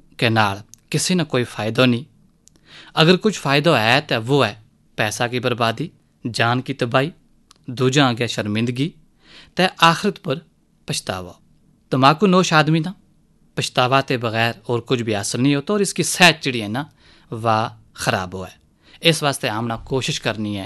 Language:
Urdu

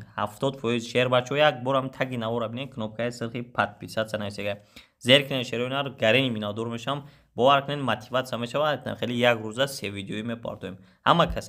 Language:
Tajik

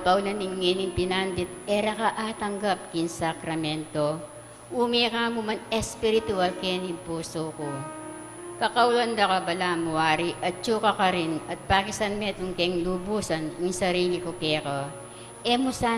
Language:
Pampanga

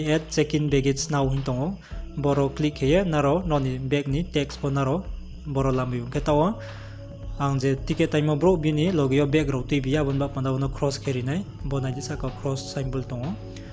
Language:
Riang (India)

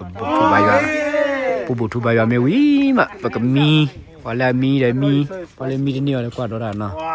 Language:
S'gaw Karen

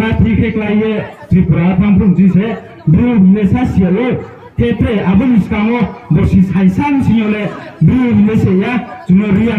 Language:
Riang (India)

